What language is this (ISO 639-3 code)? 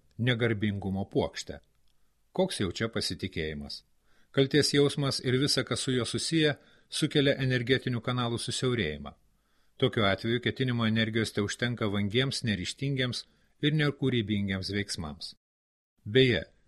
lit